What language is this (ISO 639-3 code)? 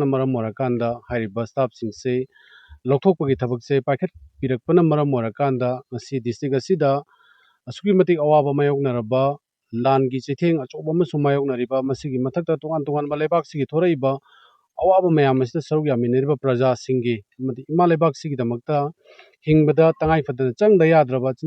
mni